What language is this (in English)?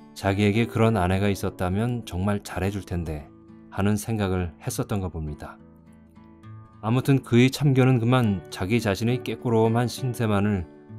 Korean